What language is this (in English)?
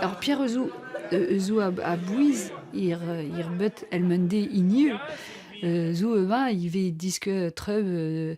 Breton